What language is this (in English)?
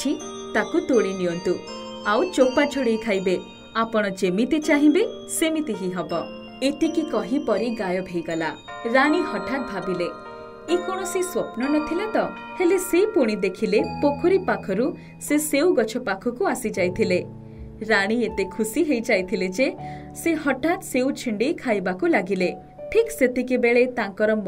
Odia